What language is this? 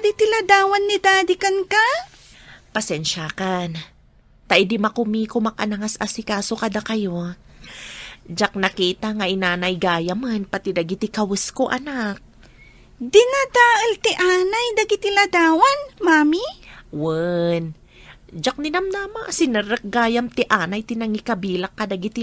Iloko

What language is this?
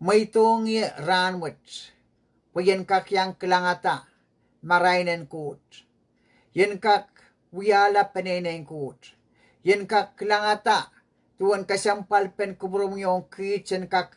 Pohnpeian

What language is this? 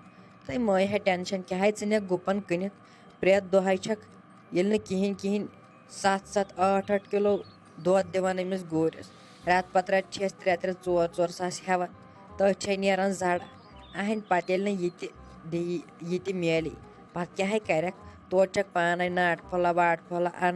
Kashmiri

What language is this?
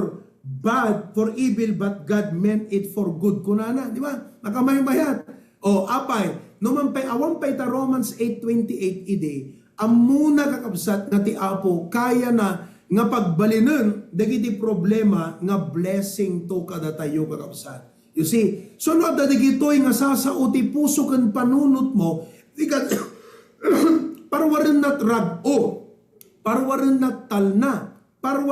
Iloko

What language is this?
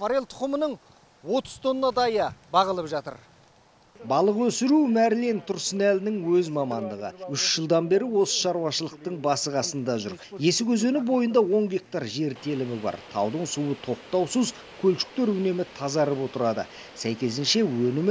Kazakh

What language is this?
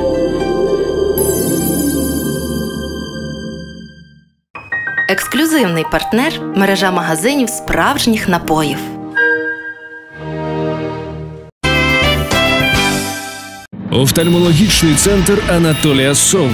Ukrainian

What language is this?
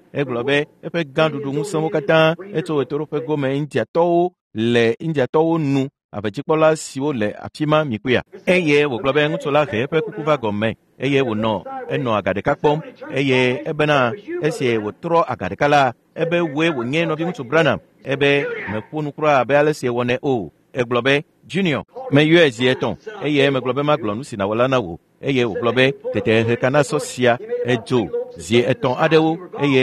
Ewe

